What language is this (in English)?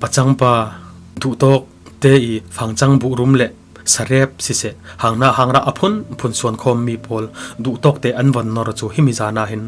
Falam Chin